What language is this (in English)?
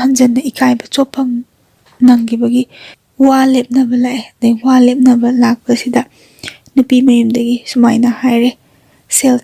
Manipuri